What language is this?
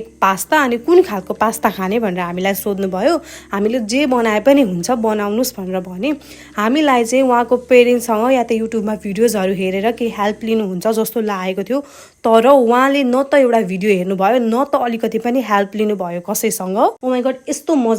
Nepali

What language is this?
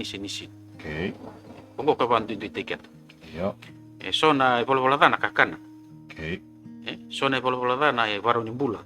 Fijian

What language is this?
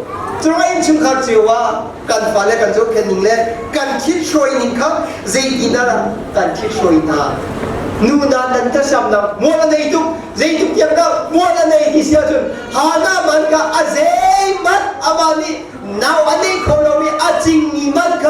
Hakha Chin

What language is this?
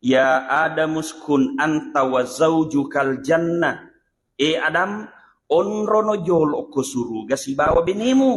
Buginese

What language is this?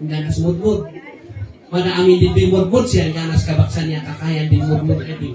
Kankanaey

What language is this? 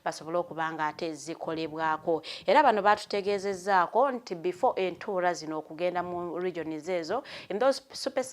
Ganda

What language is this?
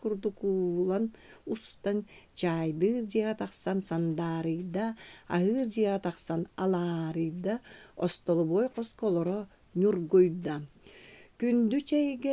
Yakut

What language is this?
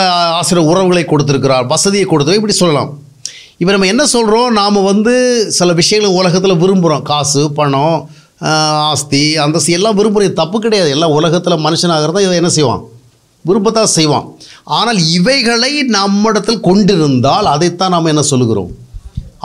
Tamil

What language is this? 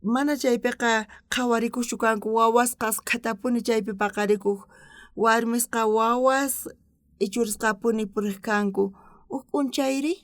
South Bolivian Quechua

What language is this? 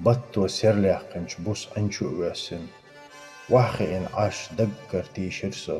Chechen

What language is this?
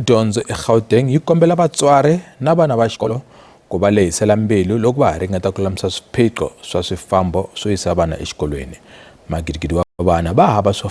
Tsonga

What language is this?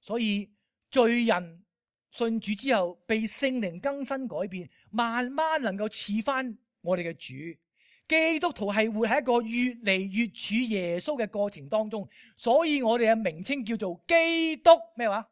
Cantonese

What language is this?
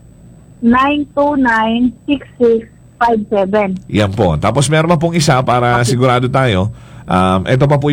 Filipino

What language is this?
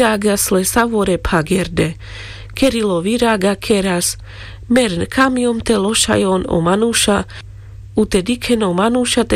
Carpathian Romani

